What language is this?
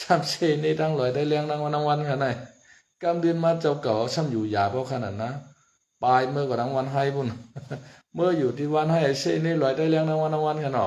Shan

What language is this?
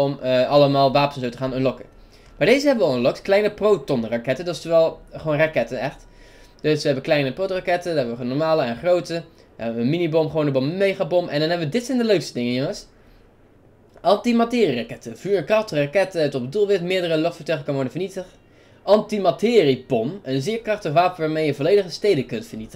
Dutch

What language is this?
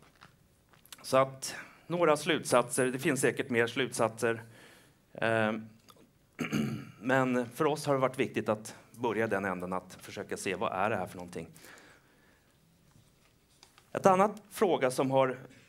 Swedish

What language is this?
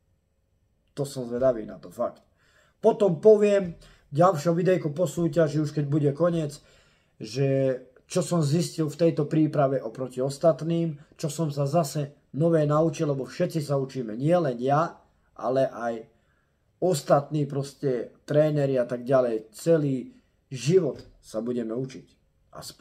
Slovak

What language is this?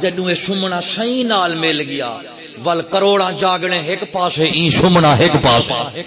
Saraiki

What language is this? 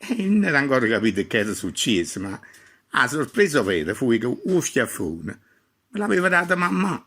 Neapolitan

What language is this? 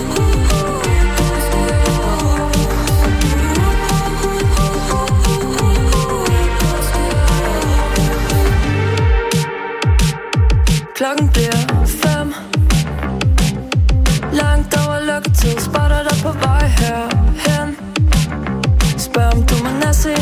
Danish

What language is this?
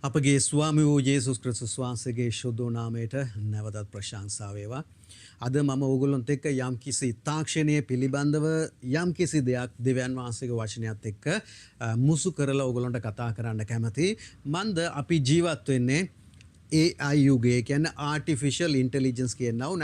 Sinhala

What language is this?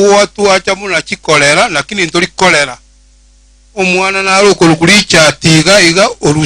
Gusii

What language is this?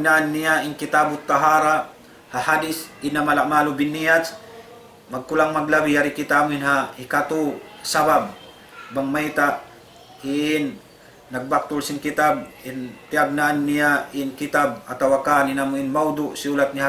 Tausug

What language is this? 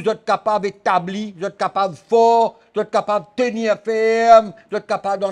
Morisyen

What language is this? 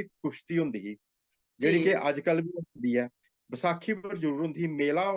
Dogri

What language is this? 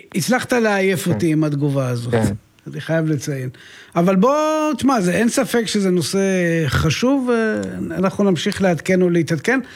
Hebrew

